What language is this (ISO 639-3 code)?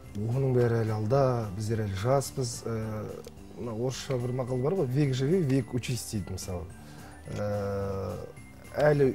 kaz